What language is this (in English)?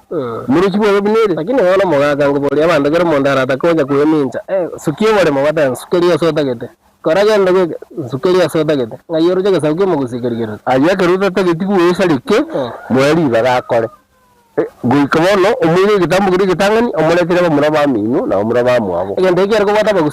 Gusii